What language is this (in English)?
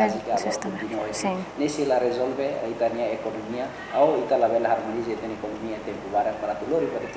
Tetum